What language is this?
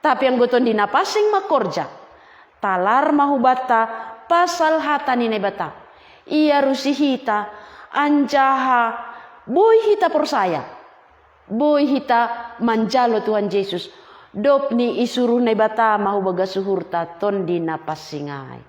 Batak Simalungun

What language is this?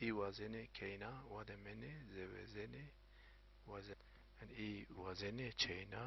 Zaza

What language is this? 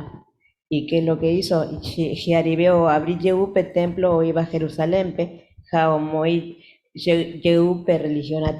Guarani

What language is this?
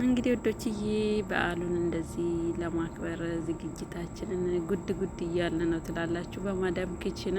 Amharic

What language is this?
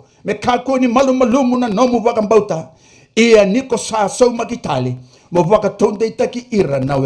Fijian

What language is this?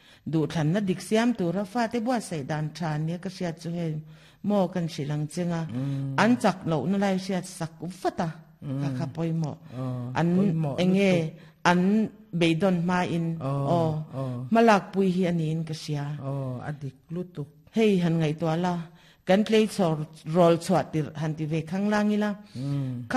Mizo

